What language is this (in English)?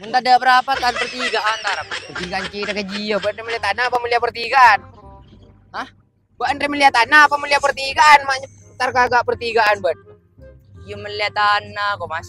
Madurese